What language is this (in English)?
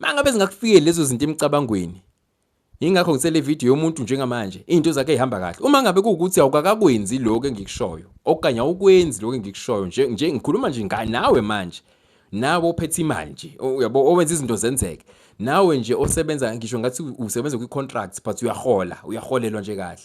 Zulu